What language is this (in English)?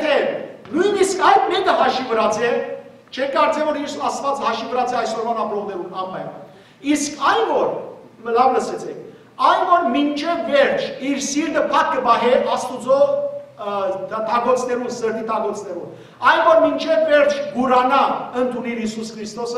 Western Armenian